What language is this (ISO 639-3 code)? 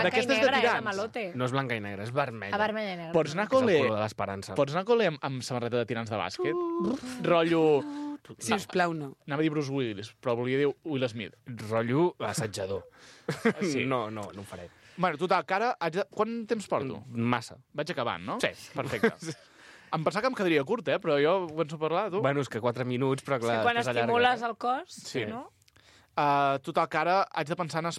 cat